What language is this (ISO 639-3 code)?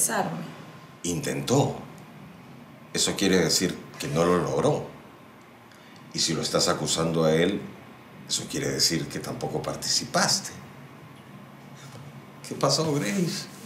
spa